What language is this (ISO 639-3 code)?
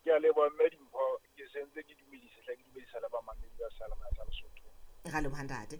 sot